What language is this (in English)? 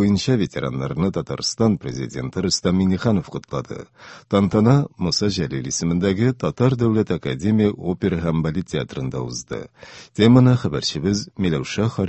Tatar